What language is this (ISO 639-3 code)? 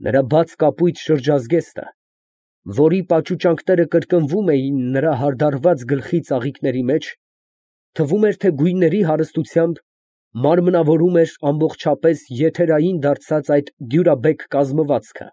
hye